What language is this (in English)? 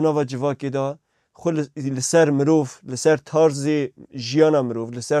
Kurdish